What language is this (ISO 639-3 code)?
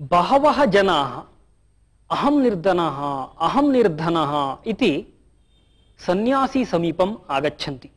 san